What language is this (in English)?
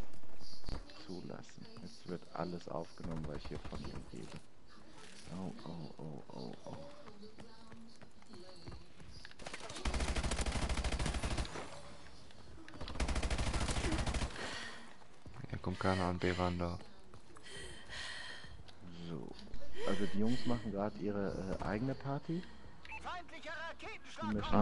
German